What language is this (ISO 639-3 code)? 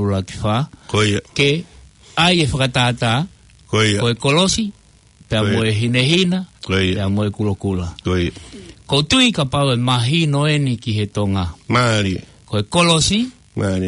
ton